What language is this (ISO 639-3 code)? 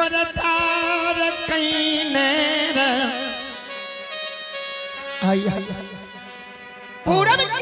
bho